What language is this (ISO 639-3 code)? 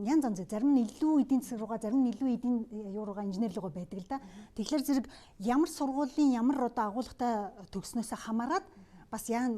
mon